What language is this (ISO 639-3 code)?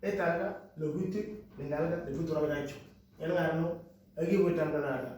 mor